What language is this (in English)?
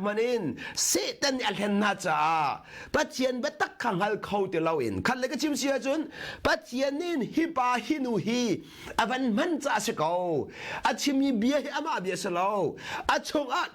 Hakha Chin